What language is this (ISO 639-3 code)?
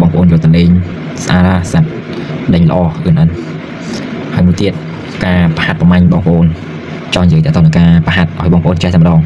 khm